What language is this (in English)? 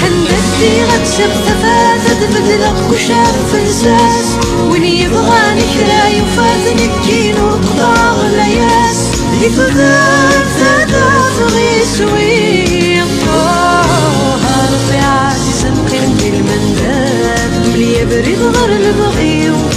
Kabyle